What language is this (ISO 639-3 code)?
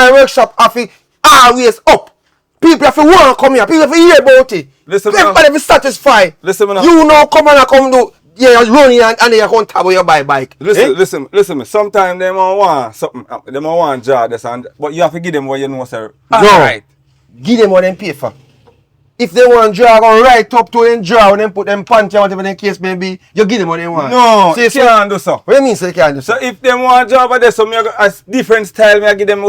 jam